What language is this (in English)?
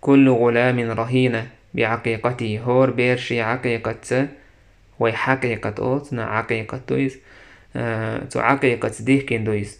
Chechen